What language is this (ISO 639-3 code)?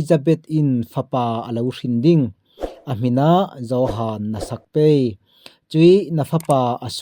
cfm